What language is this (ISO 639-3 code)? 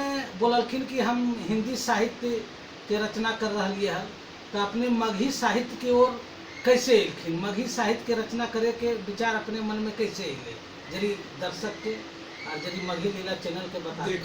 mag